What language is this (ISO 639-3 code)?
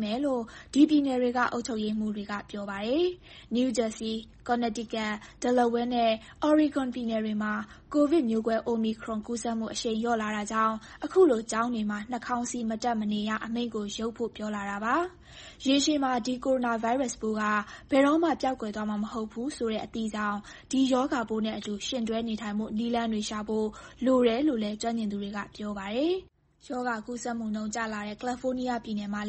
mya